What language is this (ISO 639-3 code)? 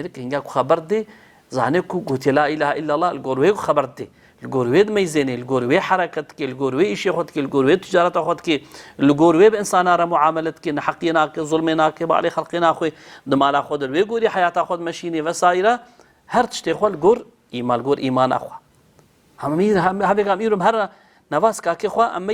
kur